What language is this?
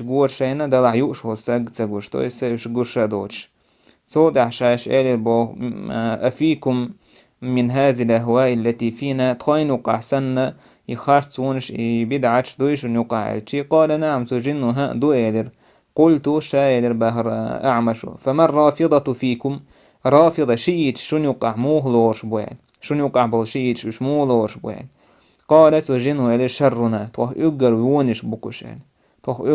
Chechen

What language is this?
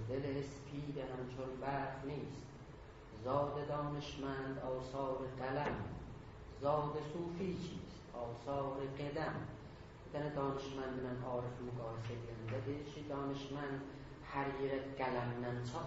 South Azerbaijani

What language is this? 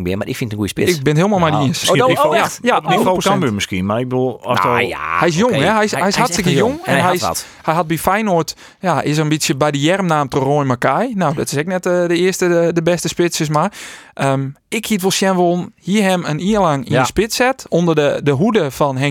Western Frisian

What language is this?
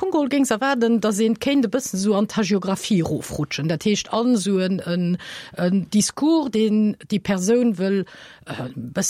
Luxembourgish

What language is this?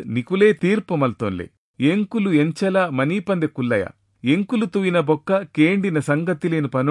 Tulu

